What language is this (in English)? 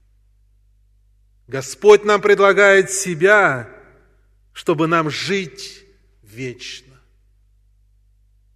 Russian